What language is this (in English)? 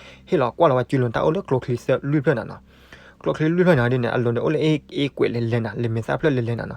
S'gaw Karen